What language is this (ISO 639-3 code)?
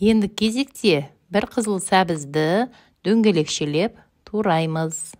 kaz